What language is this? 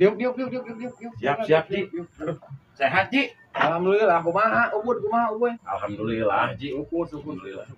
Sundanese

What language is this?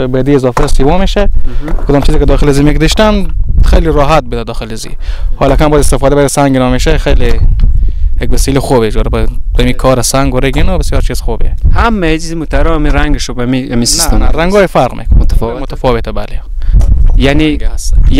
Persian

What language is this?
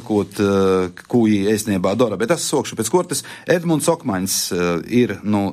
Latvian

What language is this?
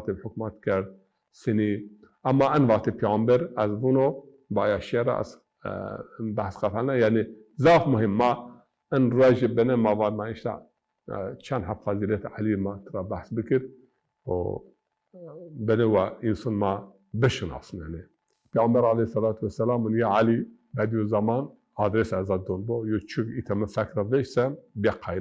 Zaza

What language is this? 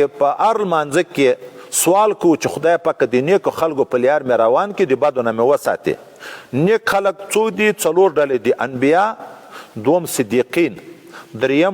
Pashto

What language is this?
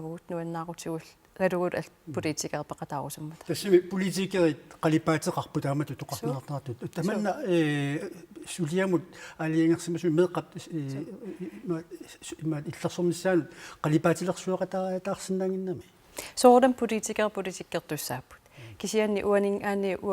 Kalaallisut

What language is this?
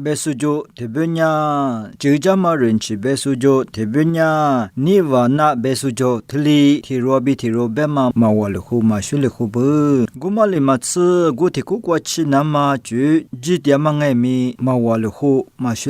Lisu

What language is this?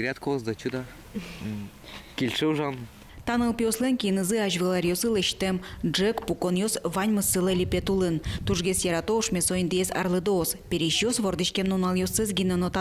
Udmurt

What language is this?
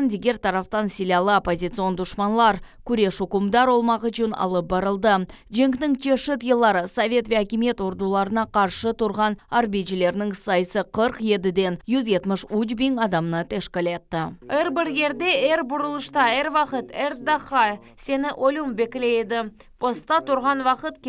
Crimean Tatar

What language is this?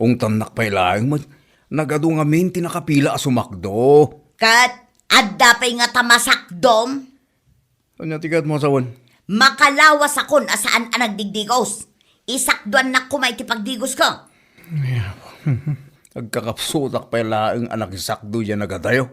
Iloko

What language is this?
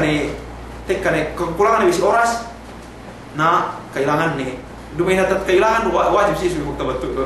Yakan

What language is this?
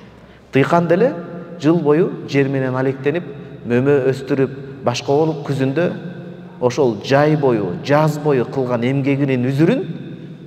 Kyrgyz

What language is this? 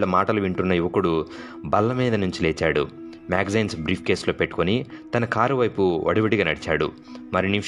Telugu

